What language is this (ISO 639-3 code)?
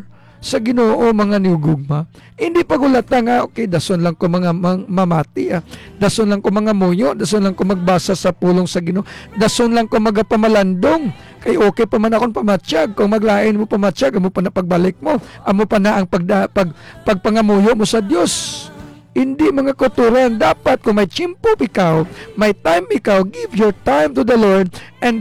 hil